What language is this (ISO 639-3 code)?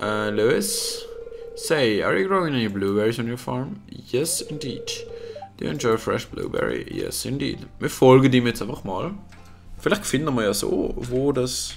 gsw